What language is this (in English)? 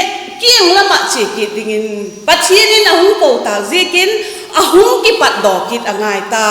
Vaiphei